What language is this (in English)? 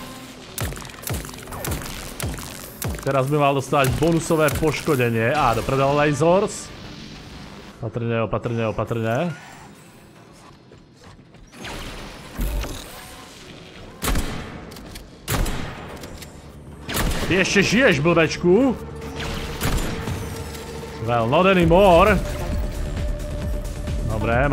Slovak